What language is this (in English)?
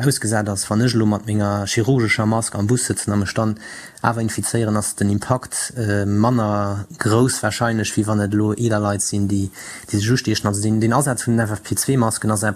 Luxembourgish